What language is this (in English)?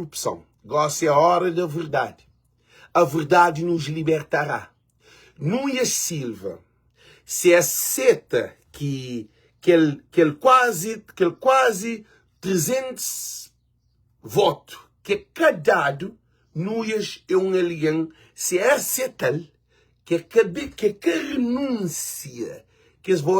Kabuverdianu